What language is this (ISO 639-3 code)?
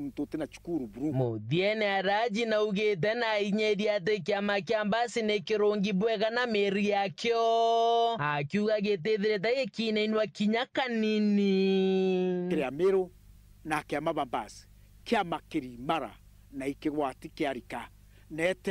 mer